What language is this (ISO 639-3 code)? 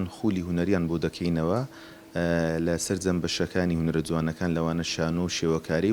ckb